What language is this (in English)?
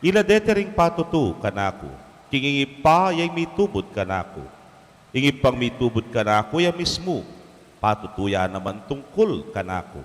Pampanga